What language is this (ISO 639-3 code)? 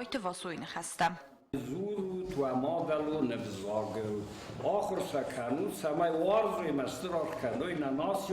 oss